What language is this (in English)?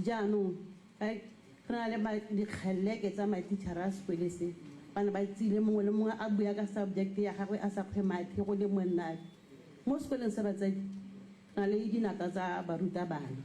Tswana